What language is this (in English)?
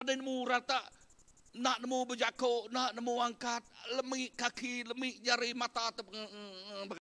Iban